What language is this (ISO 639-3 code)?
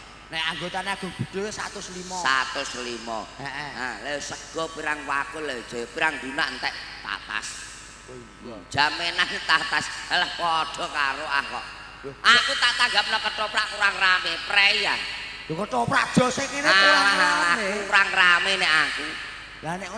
jav